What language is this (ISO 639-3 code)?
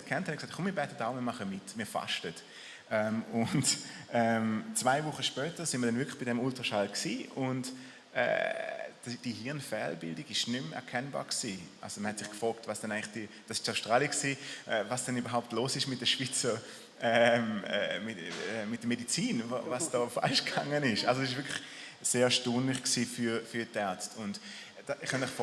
gsw